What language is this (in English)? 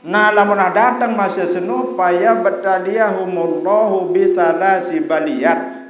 Sasak